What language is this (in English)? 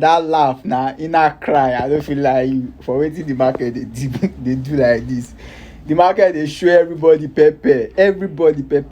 Nigerian Pidgin